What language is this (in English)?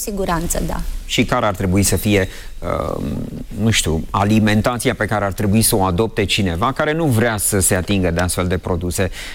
Romanian